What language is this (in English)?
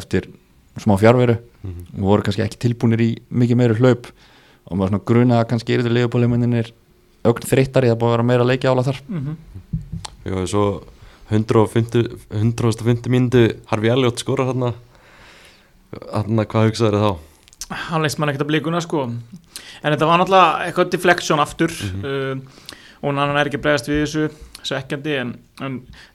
Icelandic